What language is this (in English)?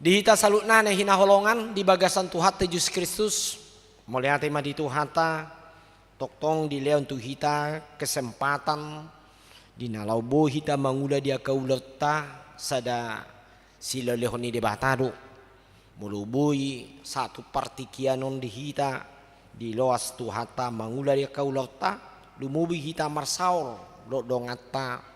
Batak Toba